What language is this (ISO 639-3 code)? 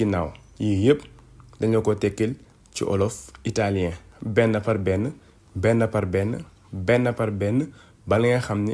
wol